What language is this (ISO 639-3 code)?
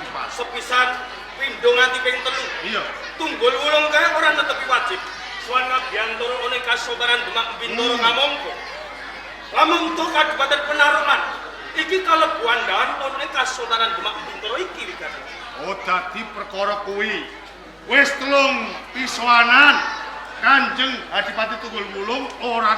jav